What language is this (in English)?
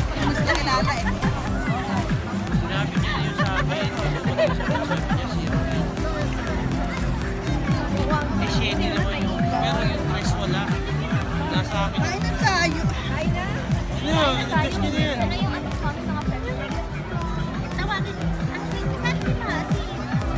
Filipino